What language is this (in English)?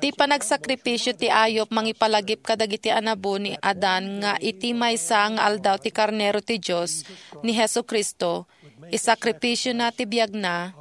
Iloko